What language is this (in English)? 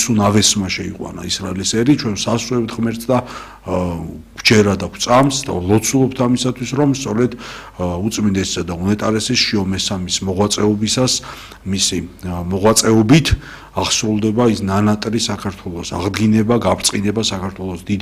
Georgian